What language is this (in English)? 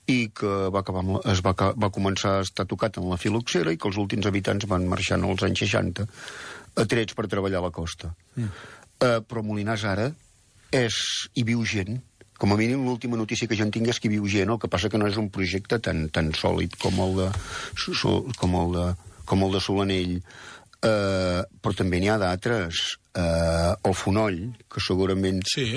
Catalan